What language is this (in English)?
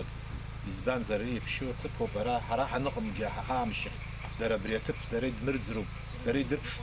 Abkhazian